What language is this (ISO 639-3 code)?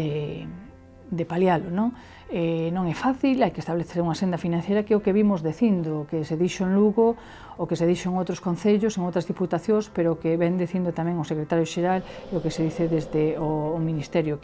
glg